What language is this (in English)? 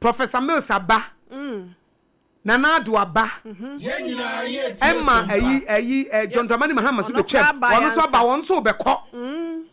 Akan